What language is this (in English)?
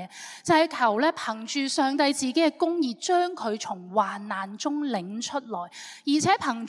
Cantonese